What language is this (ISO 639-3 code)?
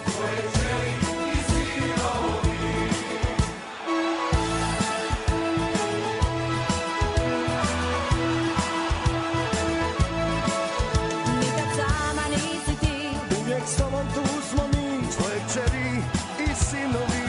hrv